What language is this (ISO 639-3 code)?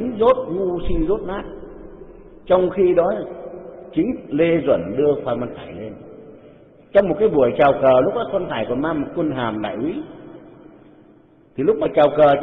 vie